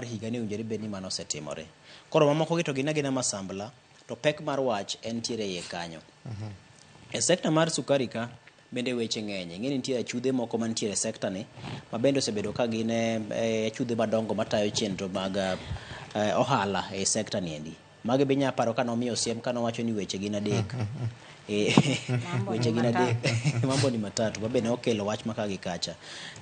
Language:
Luo (Kenya and Tanzania)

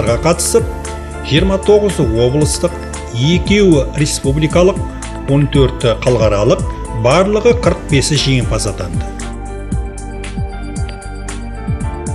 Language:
Kazakh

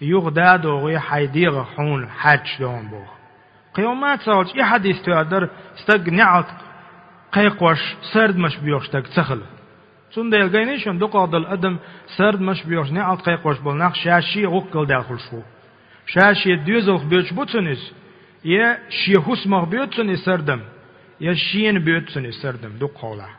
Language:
Chechen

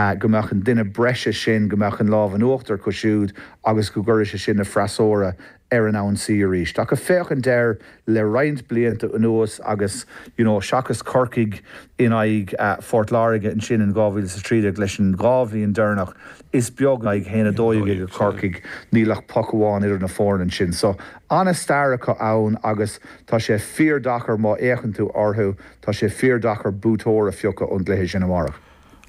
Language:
Irish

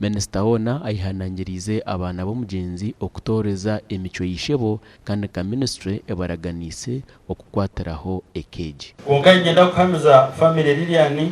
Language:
Nyankole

